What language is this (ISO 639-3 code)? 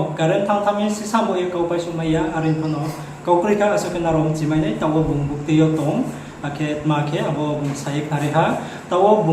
ria